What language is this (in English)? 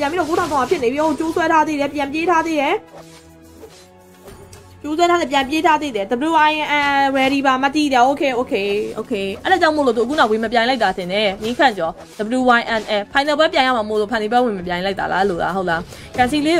Burmese